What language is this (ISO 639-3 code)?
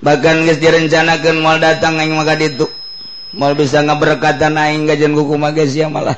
sun